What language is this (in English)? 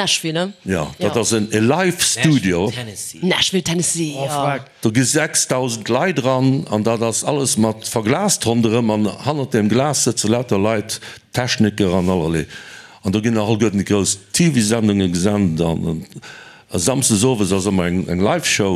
Luxembourgish